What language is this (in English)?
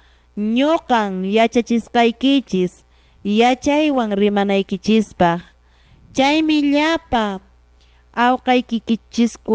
Quechua